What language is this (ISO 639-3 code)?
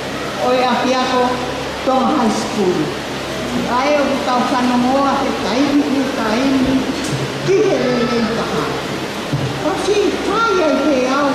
ton